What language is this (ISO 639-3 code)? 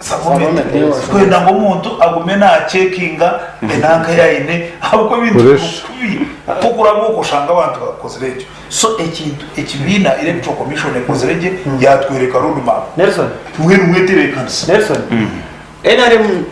nyn